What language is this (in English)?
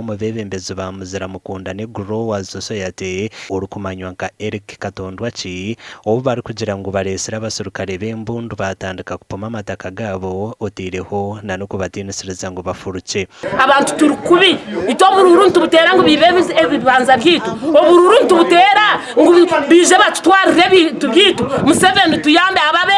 Nyankole